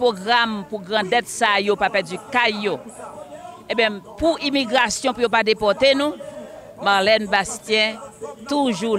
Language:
Haitian Creole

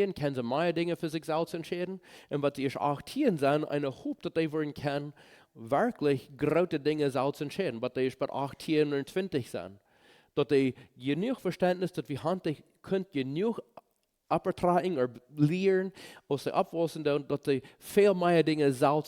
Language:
Plautdietsch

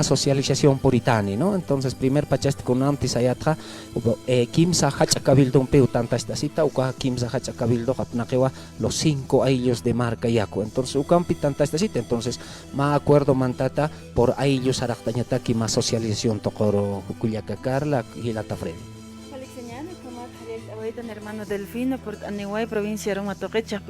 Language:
Aymara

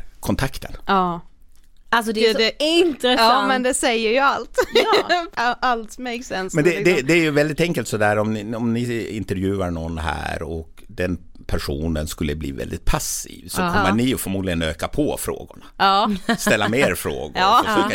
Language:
Swedish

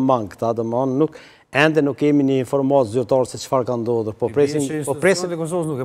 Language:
Albanian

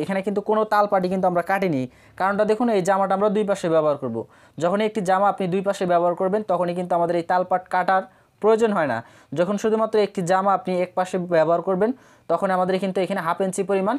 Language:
Bangla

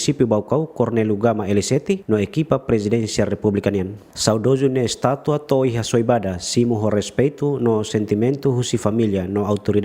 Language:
Tetum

